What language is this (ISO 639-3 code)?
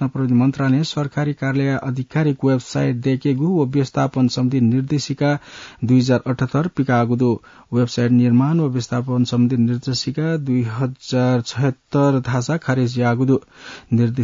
new